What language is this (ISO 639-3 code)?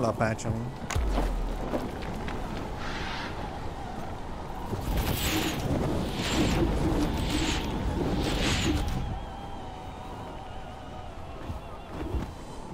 hun